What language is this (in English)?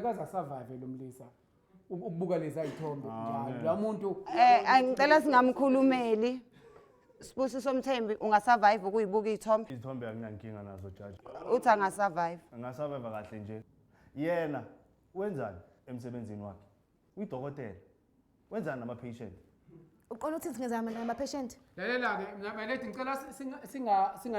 Zulu